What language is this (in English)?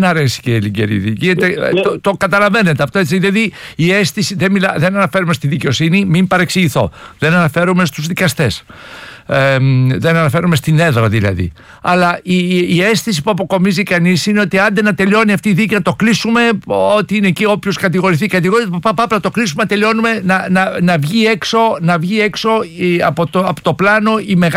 Greek